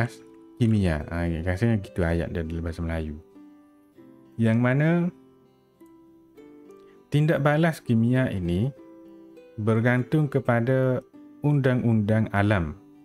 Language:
Malay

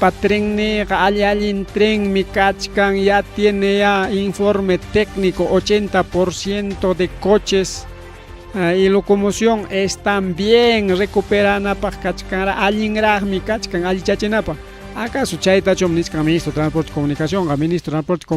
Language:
Ayacucho Quechua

